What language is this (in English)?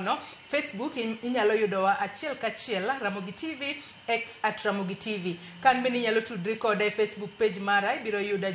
Luo (Kenya and Tanzania)